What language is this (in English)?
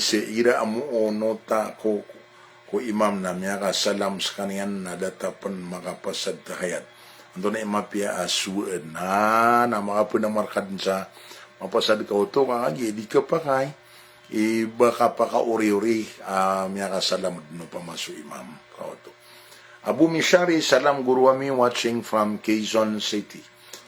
Maranao